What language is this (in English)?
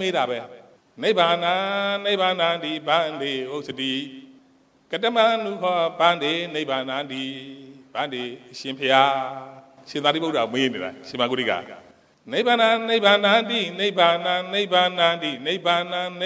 Burmese